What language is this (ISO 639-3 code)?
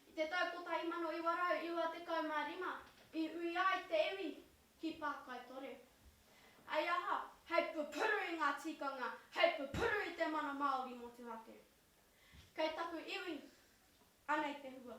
mri